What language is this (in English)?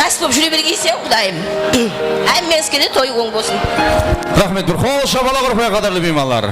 Kara-Kalpak